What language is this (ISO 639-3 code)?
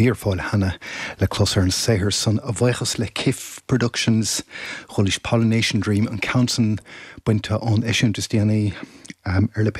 gle